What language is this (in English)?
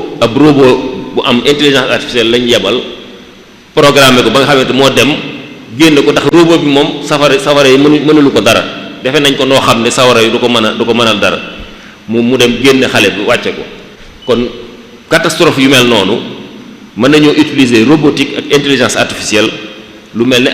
Wolof